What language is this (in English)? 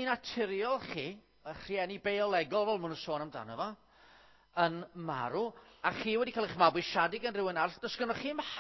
Welsh